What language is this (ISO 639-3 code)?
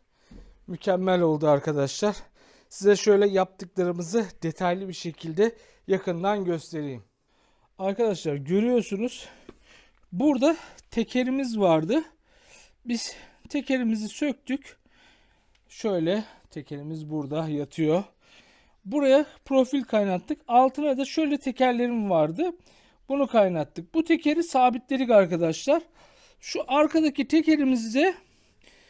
tur